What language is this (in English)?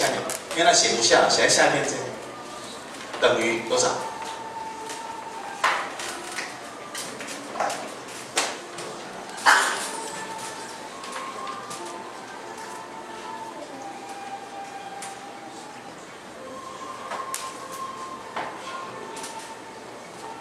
Chinese